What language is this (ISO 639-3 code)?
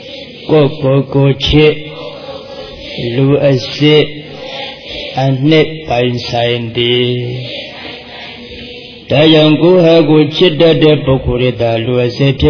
mya